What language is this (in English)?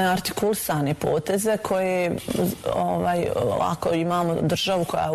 Bosnian